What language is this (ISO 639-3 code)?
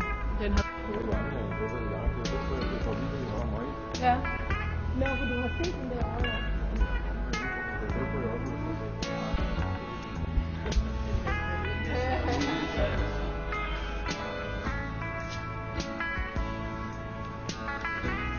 dan